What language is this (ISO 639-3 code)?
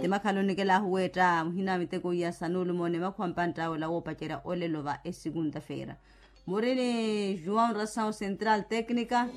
vmw